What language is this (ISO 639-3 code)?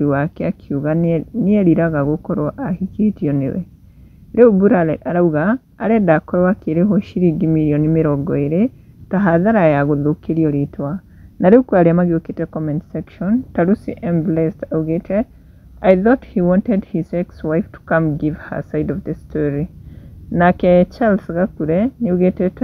kik